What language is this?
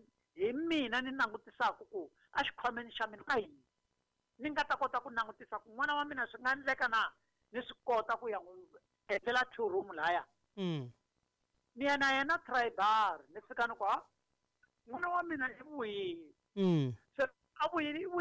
Tsonga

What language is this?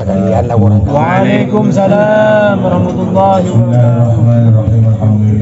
Madurese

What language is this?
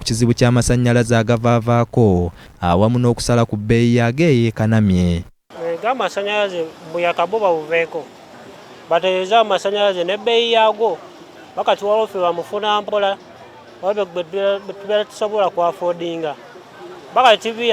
Ganda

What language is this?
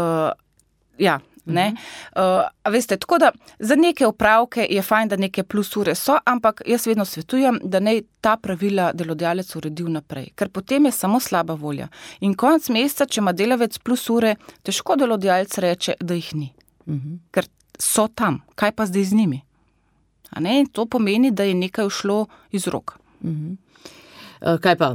Slovenian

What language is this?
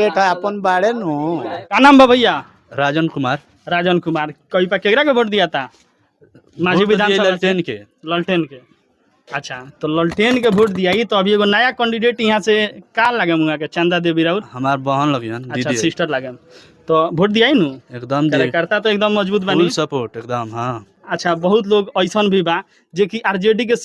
Bhojpuri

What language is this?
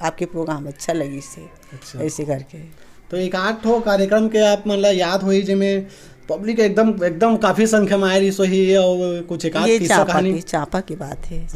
Chhattisgarhi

